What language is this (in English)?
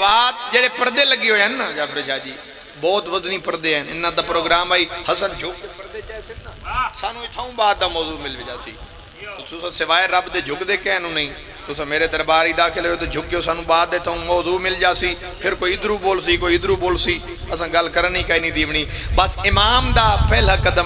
Pahari-Potwari